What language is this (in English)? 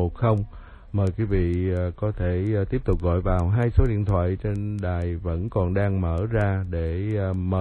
Vietnamese